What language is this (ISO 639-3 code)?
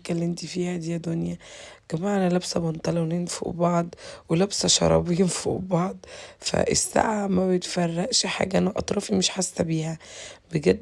arz